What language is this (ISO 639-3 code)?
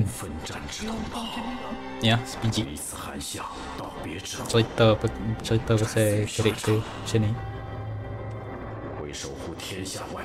msa